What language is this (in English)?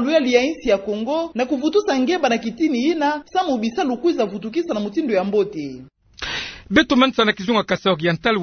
Kituba (Democratic Republic of Congo)